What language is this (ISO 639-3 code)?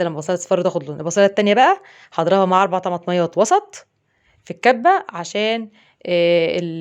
arz